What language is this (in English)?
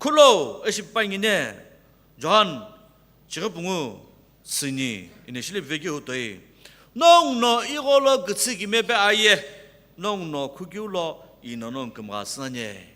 Sumi Naga